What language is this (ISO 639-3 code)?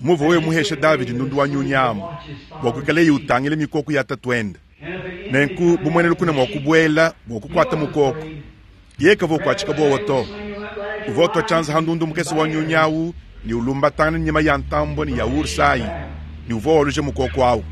lua